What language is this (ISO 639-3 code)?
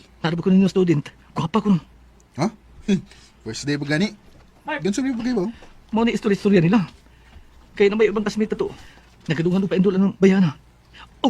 ceb